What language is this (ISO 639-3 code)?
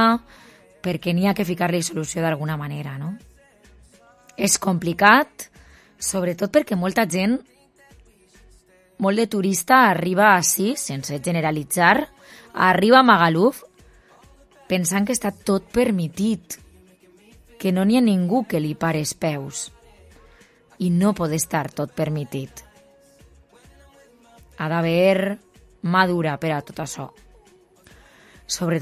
cat